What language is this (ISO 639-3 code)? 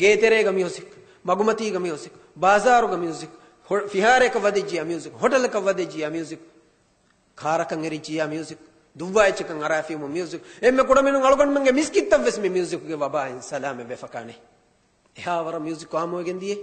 div